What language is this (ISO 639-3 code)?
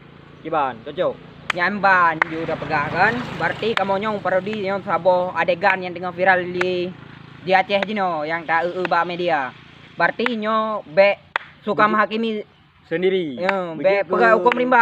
ace